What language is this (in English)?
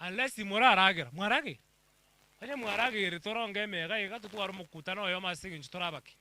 Gusii